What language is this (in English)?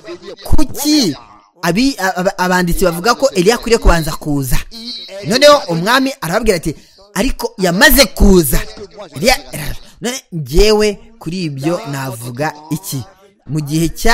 Kinyarwanda